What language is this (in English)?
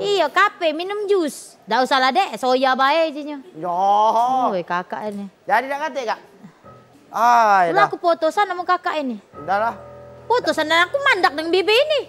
Musi